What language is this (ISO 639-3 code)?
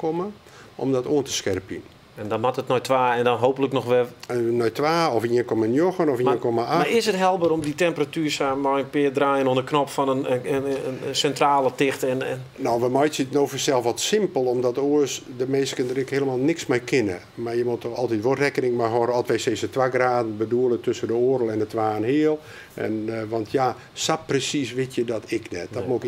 fry